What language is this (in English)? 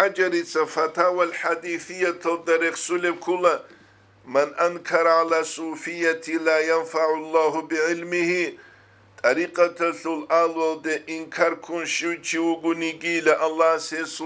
Avaric